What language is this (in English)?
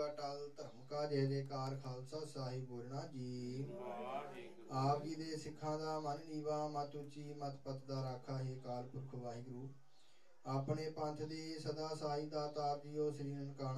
Punjabi